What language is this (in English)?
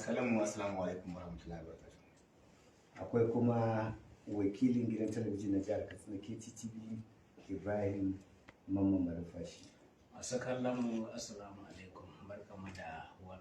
Hausa